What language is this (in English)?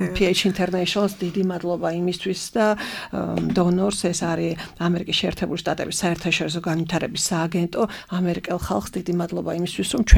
Georgian